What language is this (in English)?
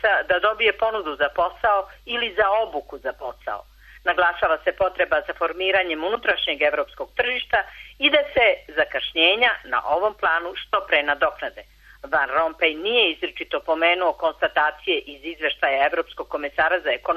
Serbian